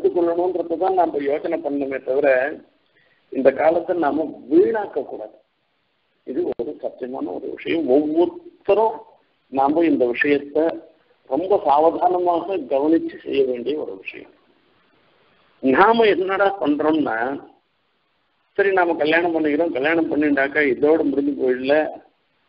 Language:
Tamil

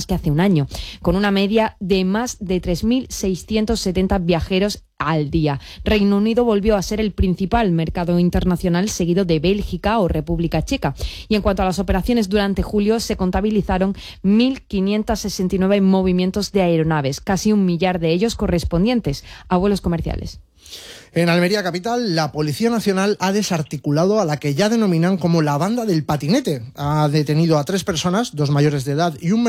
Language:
Spanish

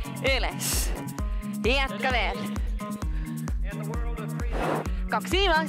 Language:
Estonian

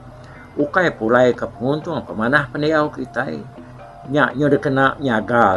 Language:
Iban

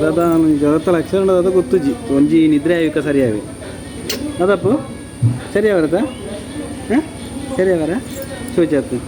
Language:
Tulu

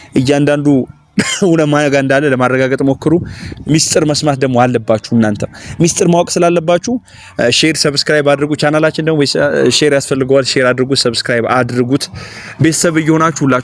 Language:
Amharic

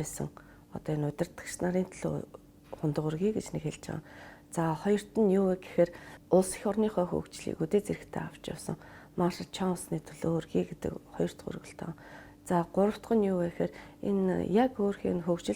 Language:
Mongolian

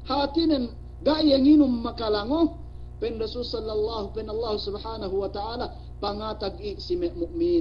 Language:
Yakan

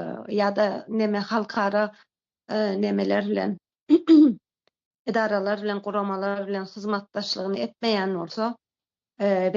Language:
Turkmen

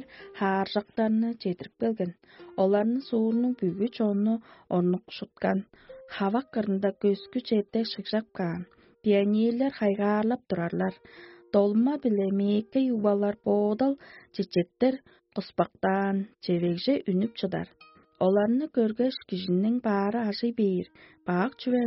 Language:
Tuvinian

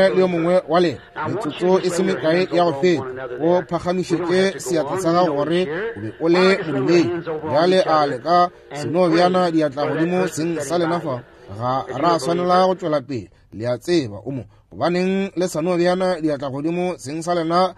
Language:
Northern Sotho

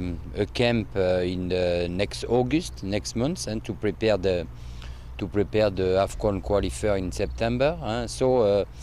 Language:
Tswana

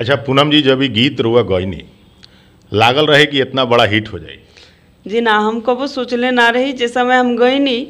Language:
Bhojpuri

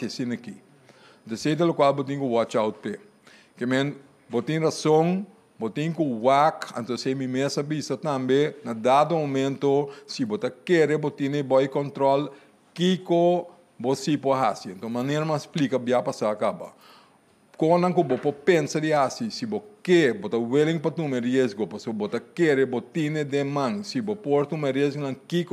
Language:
Papiamento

